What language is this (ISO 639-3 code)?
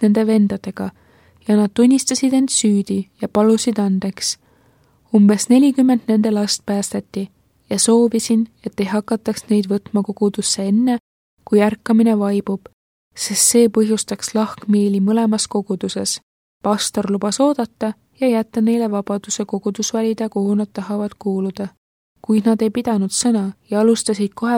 est